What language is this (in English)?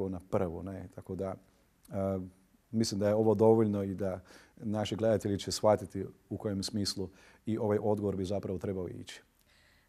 Croatian